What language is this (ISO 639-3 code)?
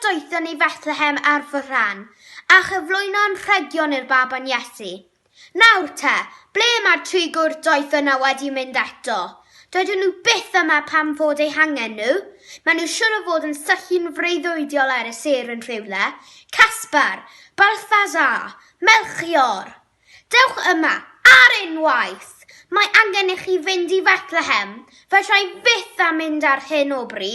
cym